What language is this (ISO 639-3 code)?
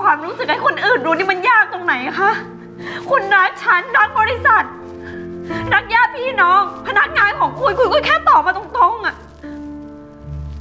tha